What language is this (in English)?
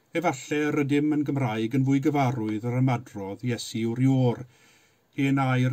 Welsh